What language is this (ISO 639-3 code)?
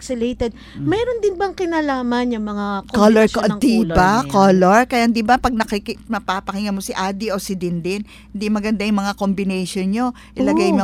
fil